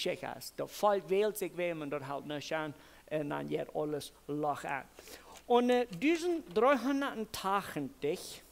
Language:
Plautdietsch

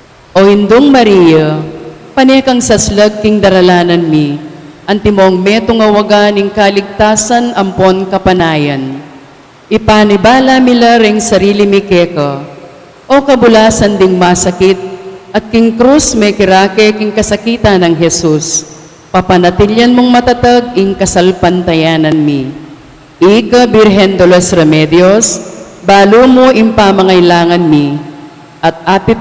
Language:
Pampanga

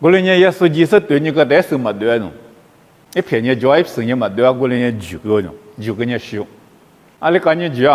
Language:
Lisu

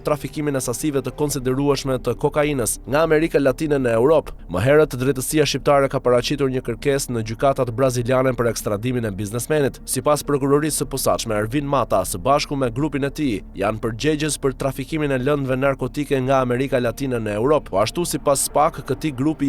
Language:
Albanian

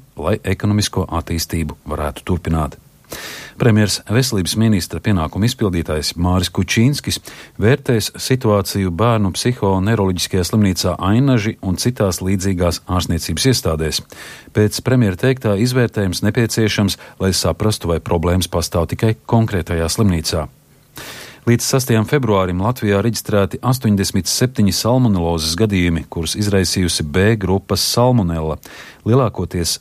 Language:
Latvian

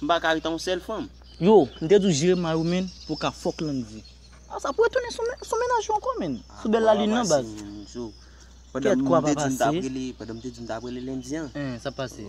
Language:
Haitian Creole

